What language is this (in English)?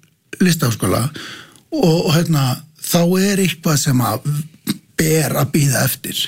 Icelandic